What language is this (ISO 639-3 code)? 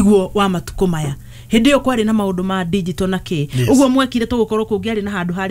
kik